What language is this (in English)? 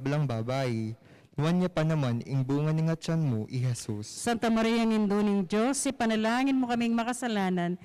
Pampanga